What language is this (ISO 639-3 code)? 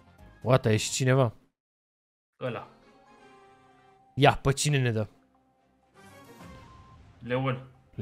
ron